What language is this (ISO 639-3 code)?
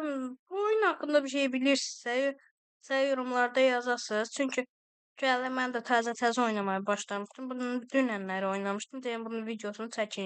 aze